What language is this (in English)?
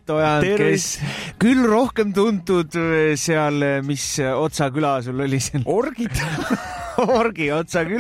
Estonian